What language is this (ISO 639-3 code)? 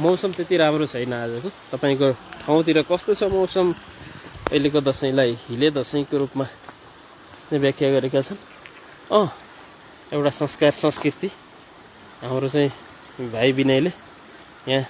nep